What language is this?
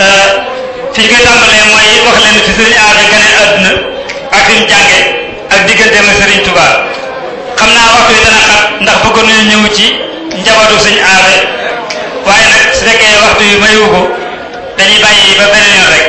Wolof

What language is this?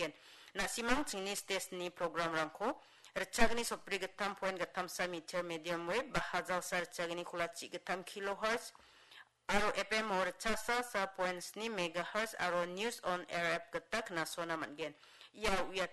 Garo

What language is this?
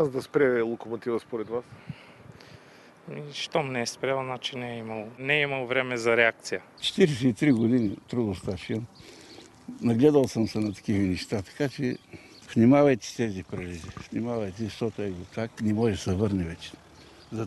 Bulgarian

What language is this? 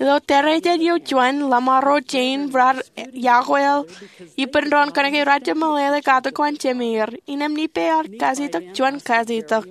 Marshallese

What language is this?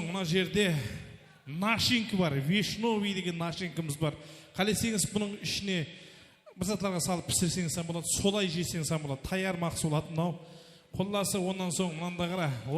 Kara-Kalpak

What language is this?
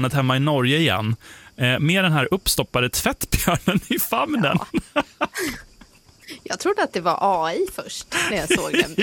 Swedish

